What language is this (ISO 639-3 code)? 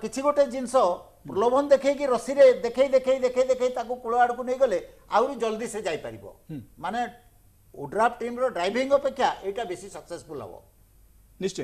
ori